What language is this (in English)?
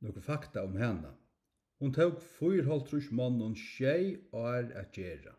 Faroese